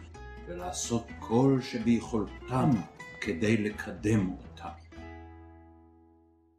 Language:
Hebrew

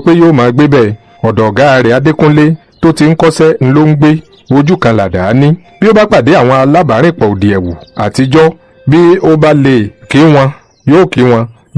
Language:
Yoruba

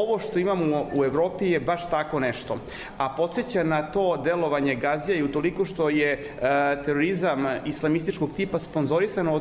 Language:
Bosnian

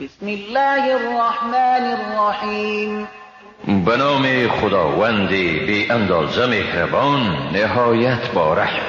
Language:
Persian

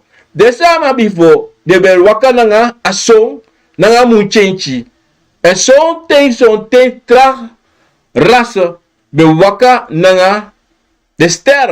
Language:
Sranan Tongo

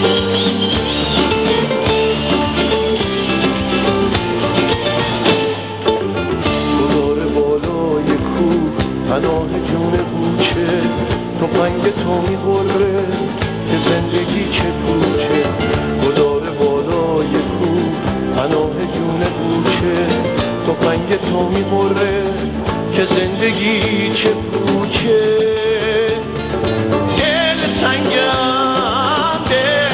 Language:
Persian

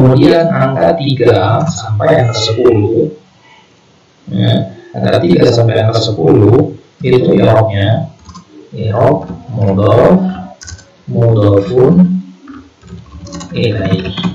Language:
Indonesian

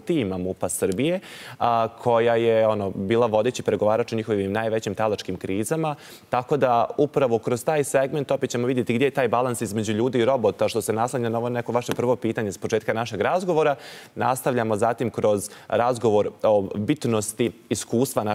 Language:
Bosnian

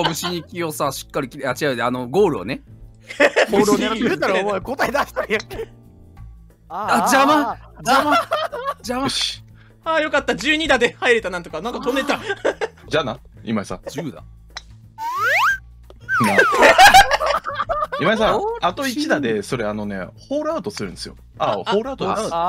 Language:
Japanese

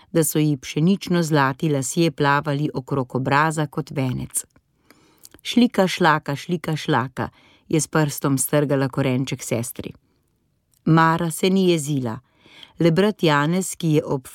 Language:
Slovenian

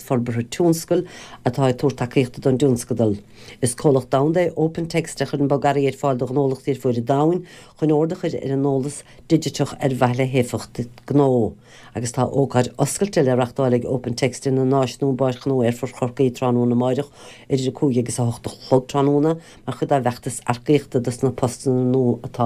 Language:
Irish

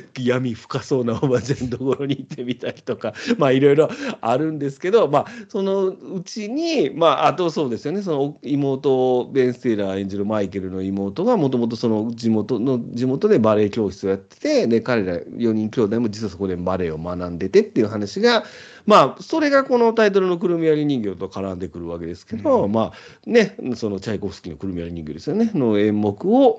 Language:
Japanese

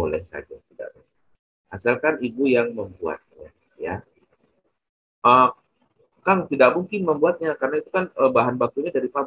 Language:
Indonesian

